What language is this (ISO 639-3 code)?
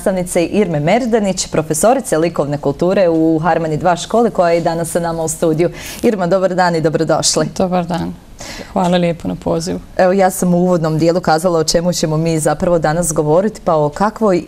bos